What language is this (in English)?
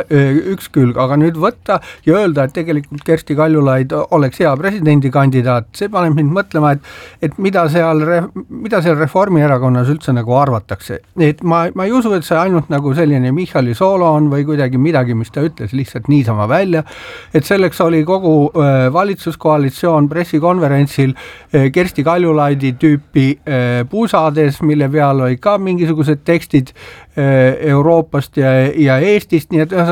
Estonian